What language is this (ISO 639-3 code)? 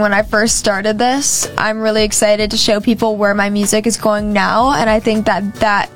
eng